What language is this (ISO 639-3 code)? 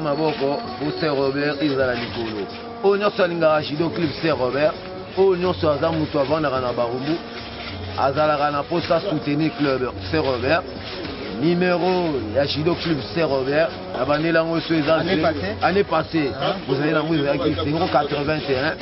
lin